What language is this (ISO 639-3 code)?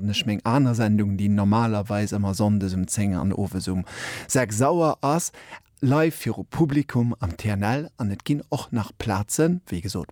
ltz